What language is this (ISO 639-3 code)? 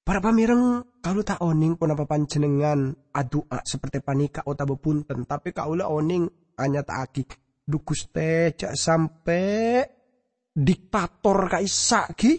mad